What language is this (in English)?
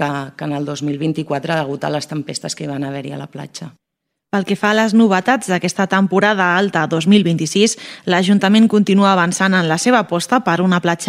Catalan